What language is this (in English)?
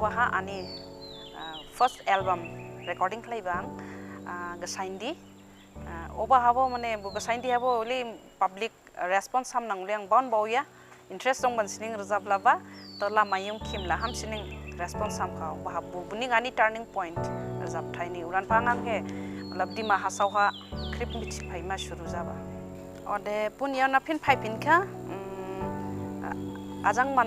Dimasa